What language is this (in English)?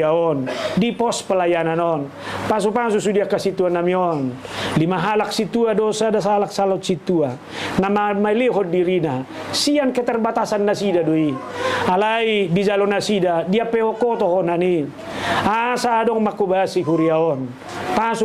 Batak Toba